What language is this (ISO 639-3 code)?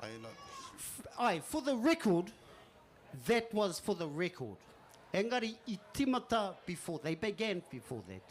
mri